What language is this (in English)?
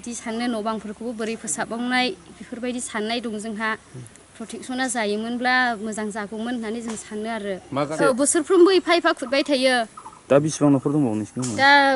Bodo